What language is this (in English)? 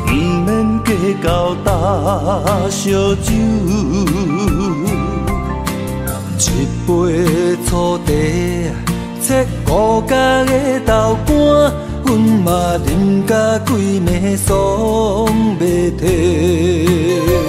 Min Nan Chinese